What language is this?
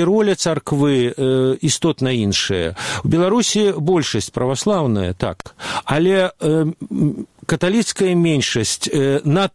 Belarusian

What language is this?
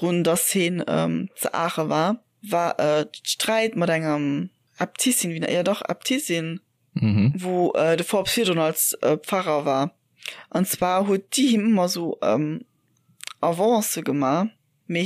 Luxembourgish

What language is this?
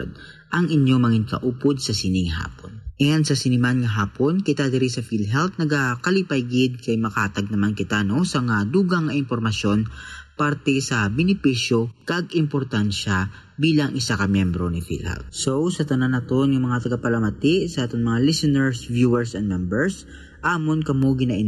Hiligaynon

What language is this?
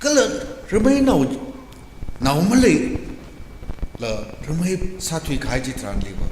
Tangkhul Naga (India)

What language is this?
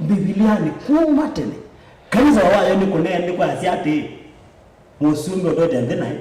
Kamba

